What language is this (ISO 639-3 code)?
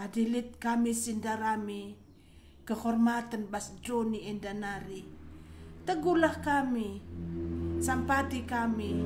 btx